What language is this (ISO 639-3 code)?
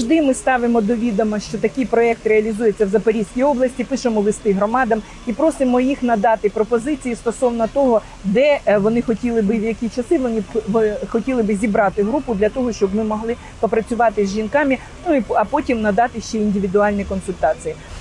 ukr